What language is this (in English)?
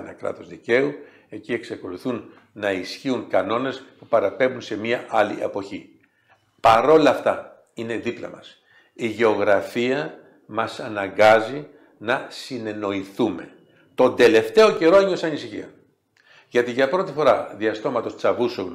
Greek